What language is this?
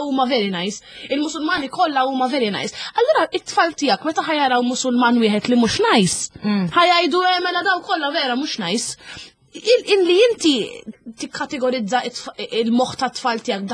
Maltese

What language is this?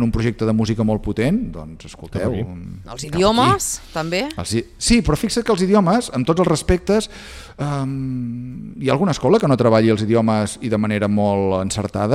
Catalan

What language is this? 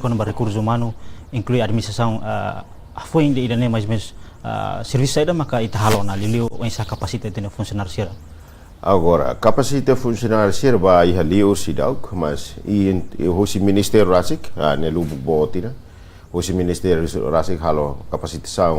Tetum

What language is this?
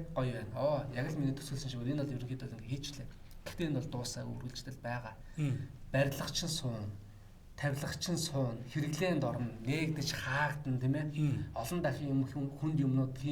Mongolian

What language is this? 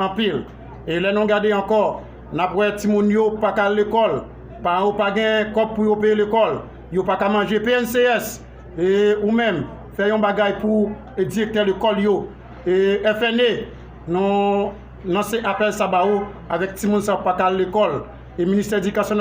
Haitian Creole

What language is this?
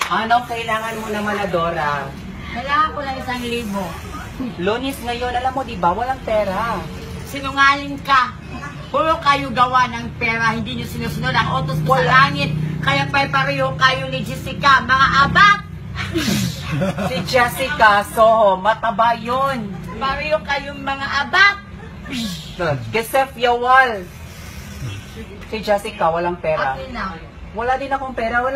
Filipino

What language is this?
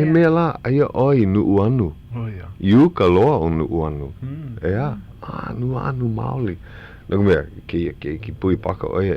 Hawaiian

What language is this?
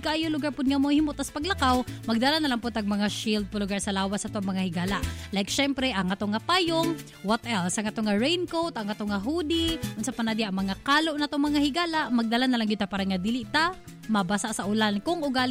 Cebuano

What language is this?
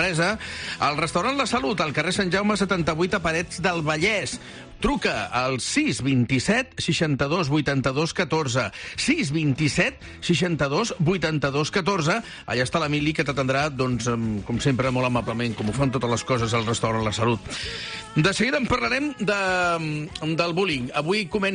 Catalan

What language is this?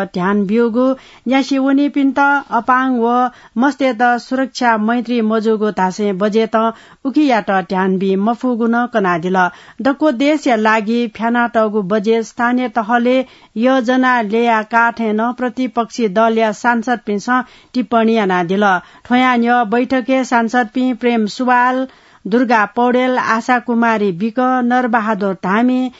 Newari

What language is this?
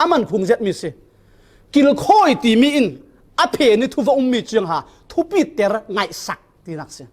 Falam Chin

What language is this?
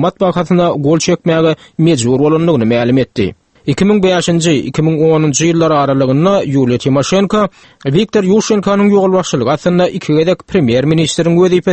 Turkmen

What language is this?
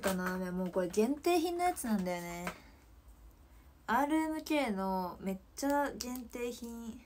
Japanese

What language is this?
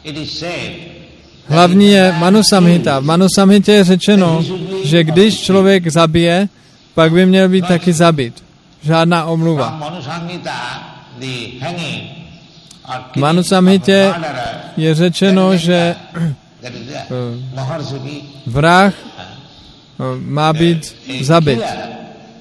Czech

